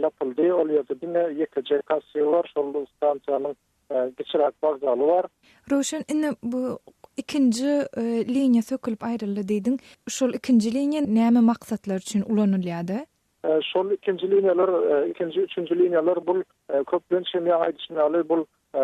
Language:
Turkmen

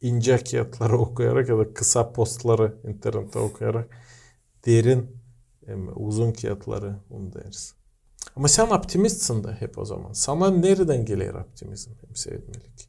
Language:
Gagauz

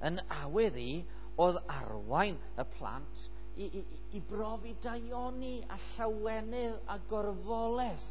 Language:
Welsh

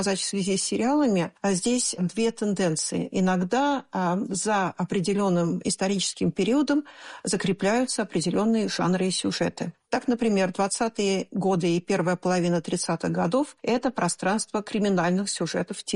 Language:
Russian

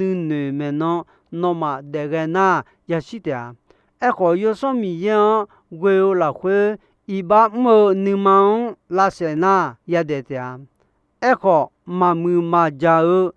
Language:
Akha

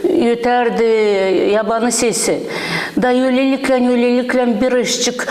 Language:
Gagauz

